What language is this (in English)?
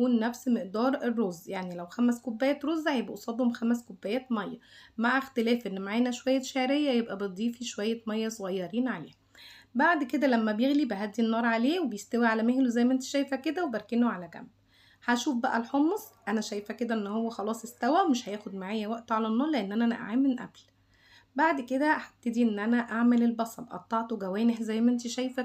Egyptian Arabic